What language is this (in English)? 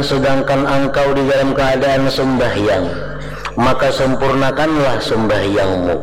Banjar